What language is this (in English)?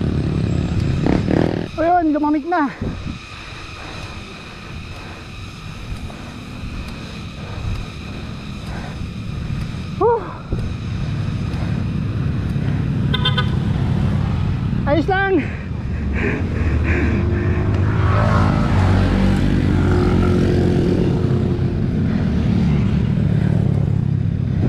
Filipino